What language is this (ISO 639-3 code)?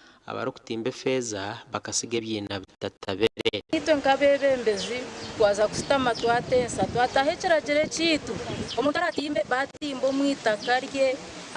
nyn